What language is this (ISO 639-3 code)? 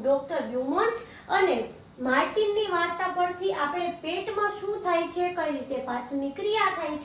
guj